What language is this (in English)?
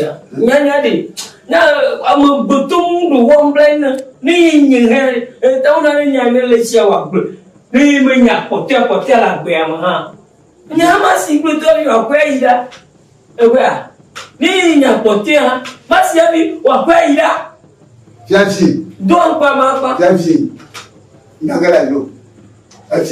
Ewe